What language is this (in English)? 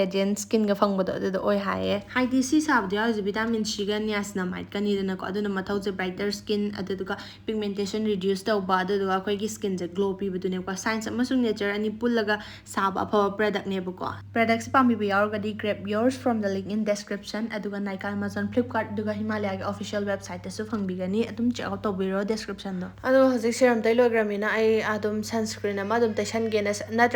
Manipuri